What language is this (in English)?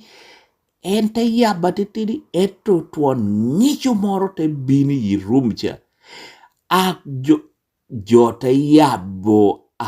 Lango (Uganda)